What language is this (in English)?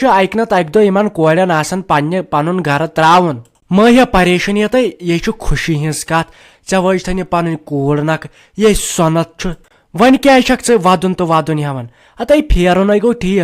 Kashmiri